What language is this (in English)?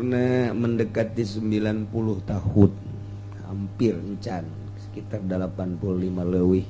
Sundanese